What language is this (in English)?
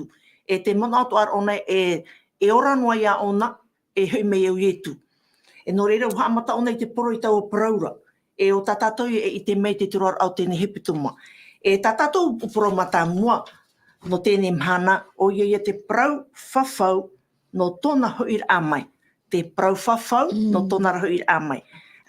Tahitian